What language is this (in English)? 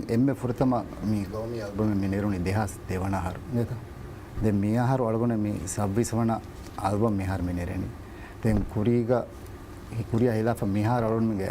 Divehi